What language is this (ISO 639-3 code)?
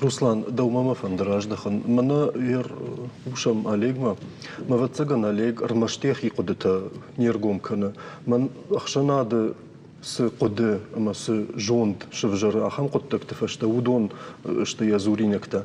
oss